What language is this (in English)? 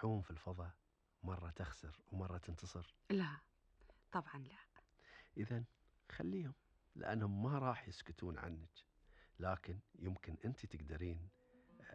Gulf Arabic